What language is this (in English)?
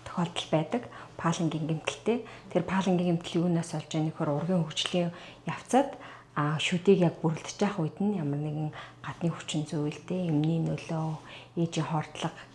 Mongolian